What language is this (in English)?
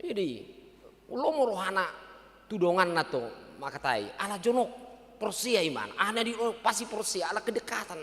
Batak Toba